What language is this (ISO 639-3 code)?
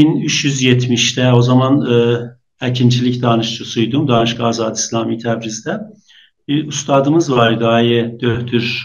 azb